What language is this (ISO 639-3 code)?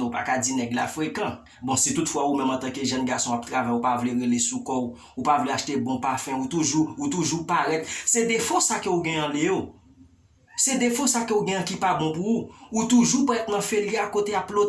hat